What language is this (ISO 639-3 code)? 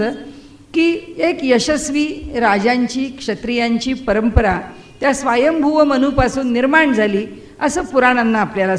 mar